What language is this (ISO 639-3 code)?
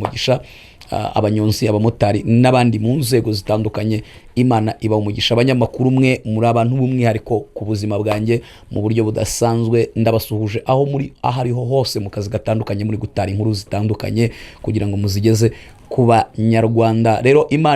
kin